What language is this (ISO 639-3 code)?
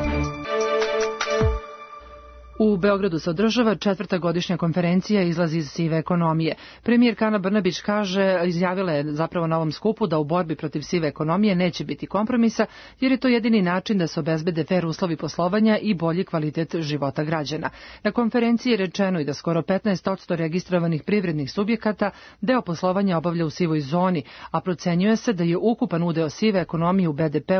srp